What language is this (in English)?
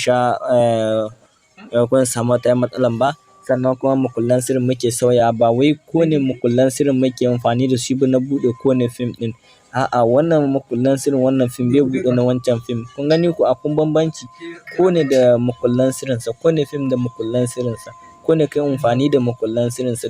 Hausa